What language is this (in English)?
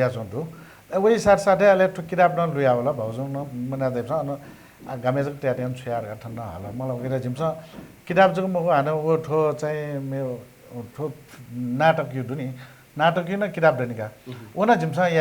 Newari